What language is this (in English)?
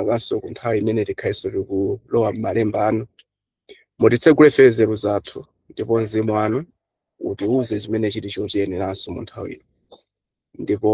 Nyanja